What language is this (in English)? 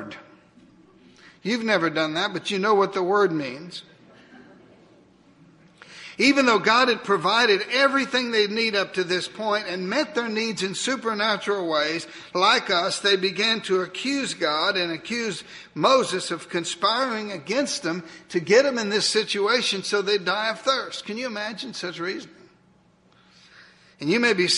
English